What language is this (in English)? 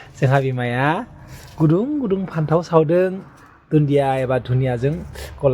Bodo